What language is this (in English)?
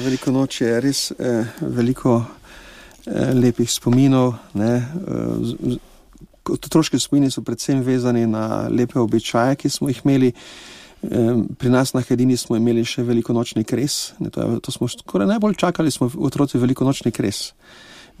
Slovenian